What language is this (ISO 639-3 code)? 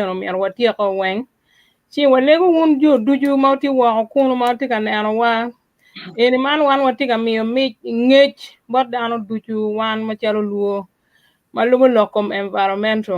ach